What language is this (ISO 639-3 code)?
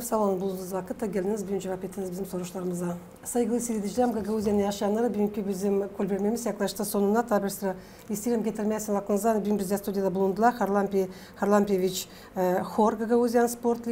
gag